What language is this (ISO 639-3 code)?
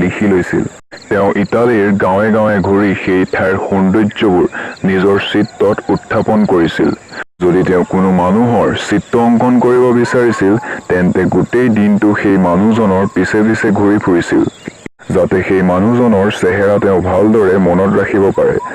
asm